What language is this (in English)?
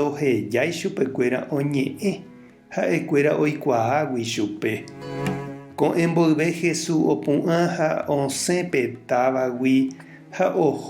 Guarani